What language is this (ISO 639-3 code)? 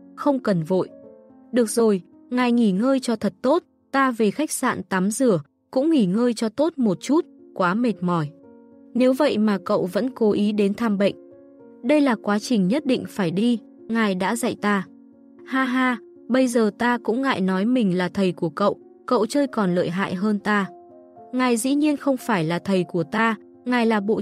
vie